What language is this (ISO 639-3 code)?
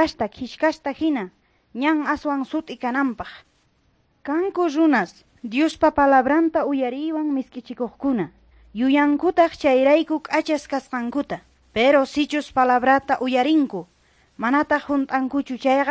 que